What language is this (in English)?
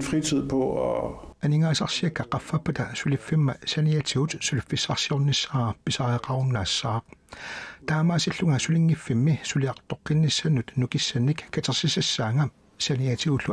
Kalaallisut